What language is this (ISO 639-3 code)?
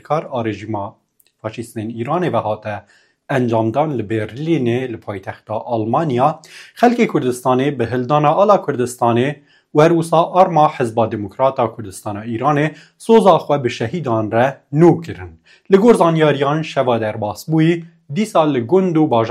kur